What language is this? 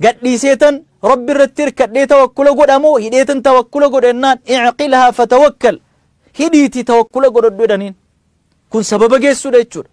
Oromo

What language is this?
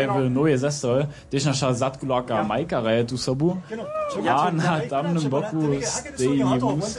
Upper Sorbian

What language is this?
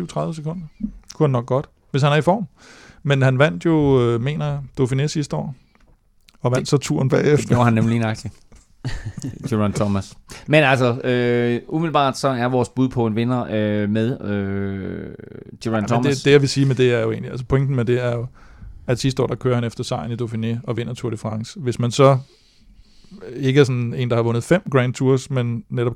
Danish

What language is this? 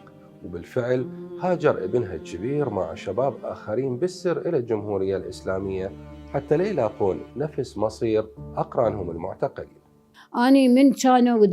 Mesopotamian Arabic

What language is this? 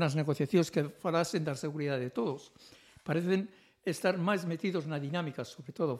Galician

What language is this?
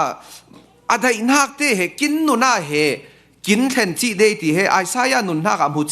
Falam Chin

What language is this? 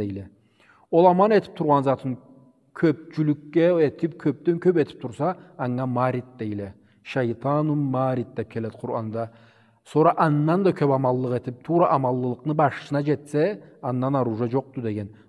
Karachay-Balkar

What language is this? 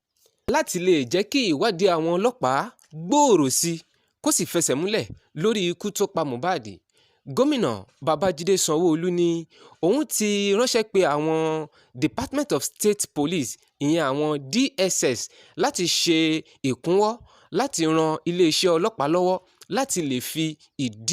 Yoruba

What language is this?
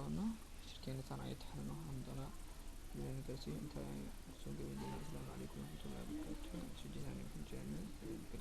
Somali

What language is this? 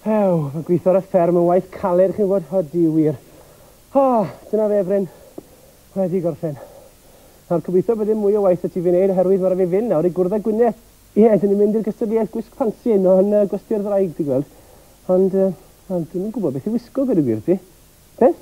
Welsh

